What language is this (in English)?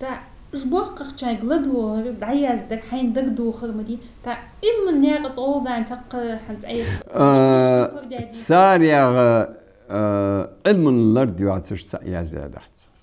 Ingush